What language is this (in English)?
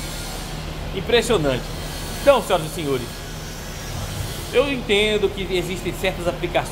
Portuguese